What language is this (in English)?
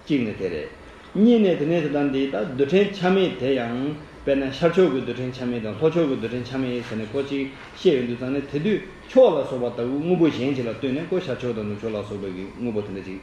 Tibetan